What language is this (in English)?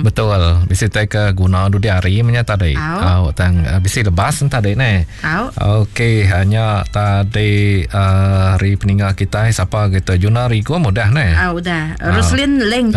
Malay